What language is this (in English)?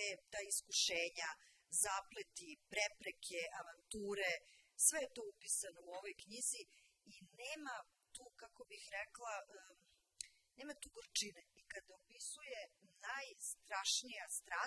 Serbian